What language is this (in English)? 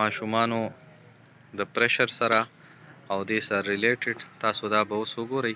Pashto